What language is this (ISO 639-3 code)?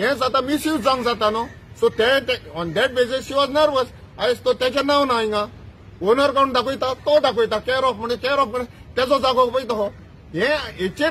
kok